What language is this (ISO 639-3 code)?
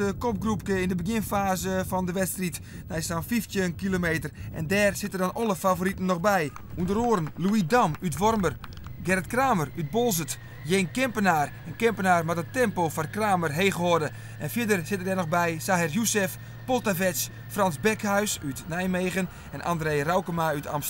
fry